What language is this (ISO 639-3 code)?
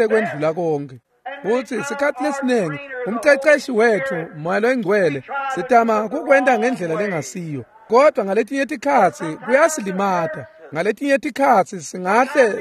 ssw